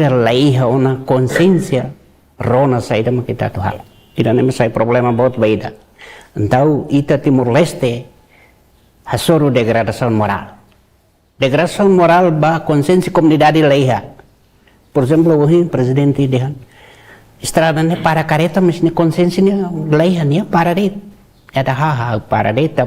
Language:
Tetum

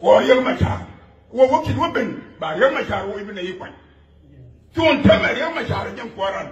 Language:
Nuer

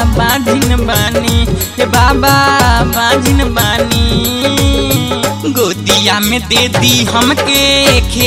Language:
Bhojpuri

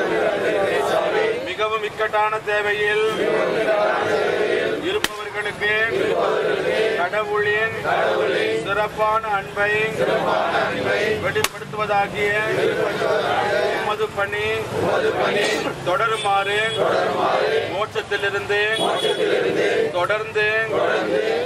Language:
Tamil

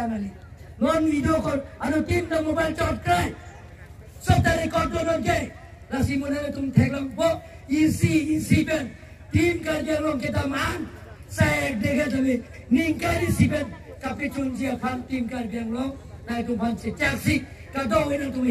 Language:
Karbi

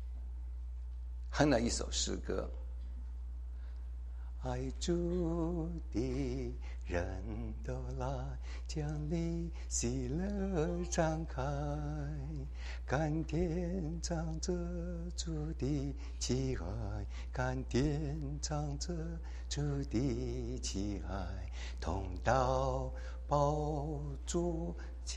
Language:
Chinese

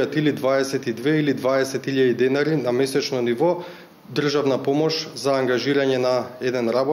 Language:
Macedonian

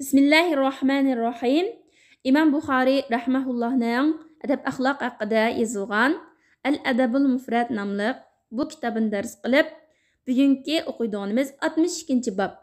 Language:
Uyghur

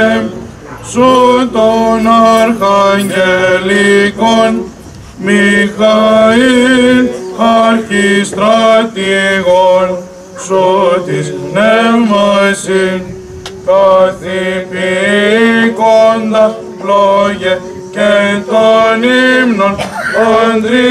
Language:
Greek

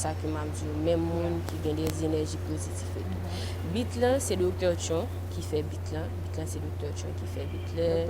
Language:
Haitian Creole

